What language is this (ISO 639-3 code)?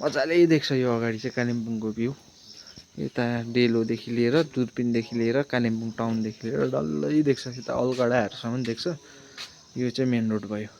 nep